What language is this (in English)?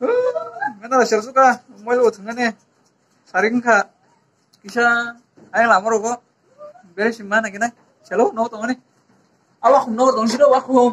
Kok Borok